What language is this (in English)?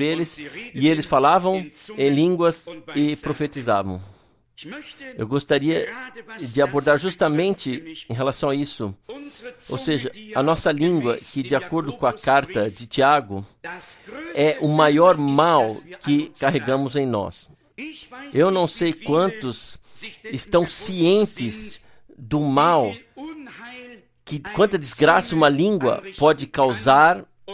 Portuguese